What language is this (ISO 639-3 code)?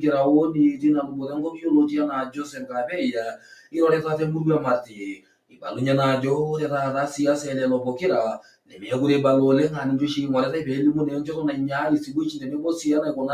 mas